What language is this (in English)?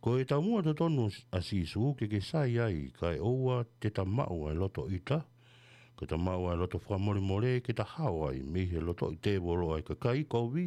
Tongan